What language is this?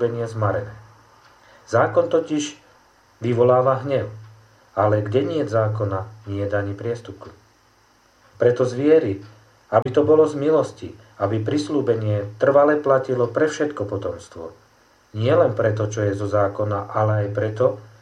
Slovak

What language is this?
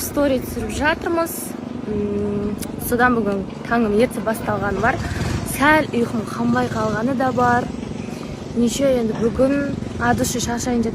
Kazakh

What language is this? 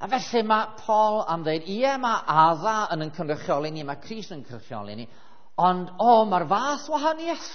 Welsh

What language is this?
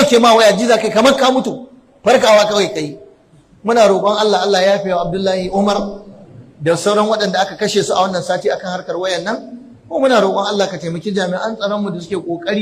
Hausa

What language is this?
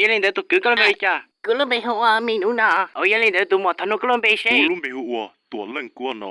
Hmong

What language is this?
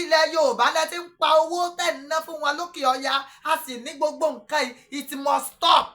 Yoruba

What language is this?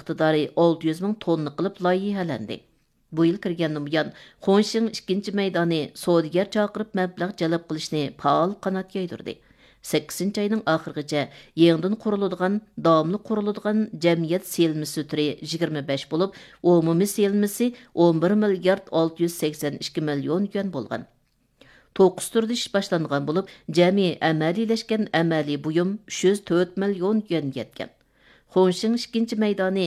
Uyghur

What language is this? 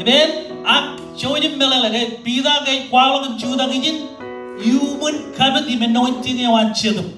Marshallese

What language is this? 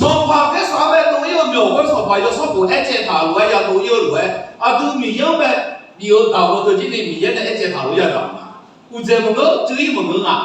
Akha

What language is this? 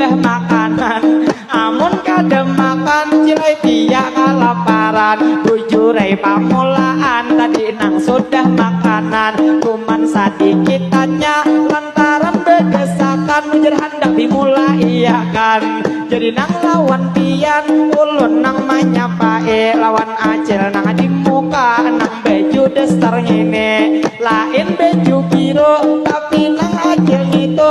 Banjar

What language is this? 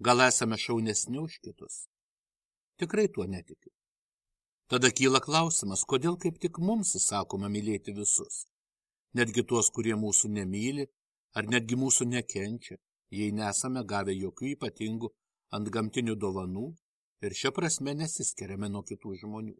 Lithuanian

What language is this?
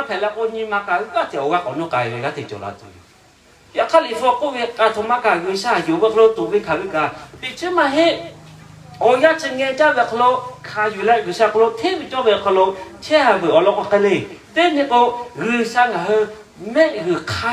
Lahu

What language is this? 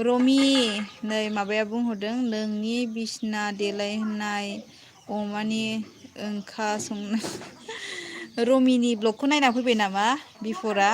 Bodo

